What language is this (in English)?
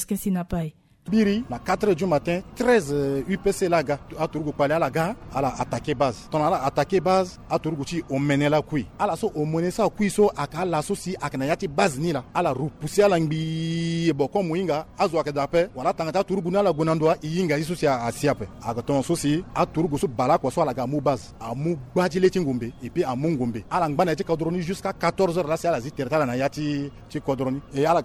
Sango